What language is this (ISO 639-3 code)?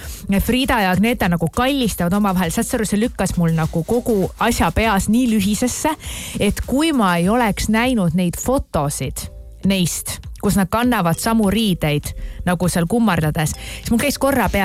est